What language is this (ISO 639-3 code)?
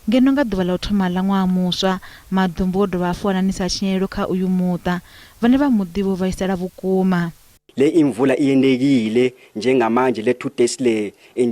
ven